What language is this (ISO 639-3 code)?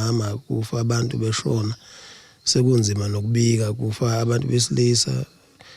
zul